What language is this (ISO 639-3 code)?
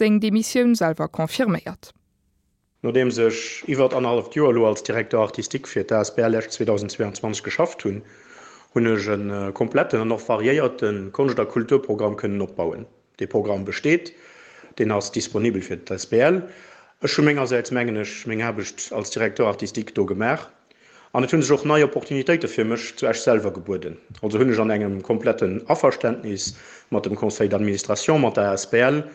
ltz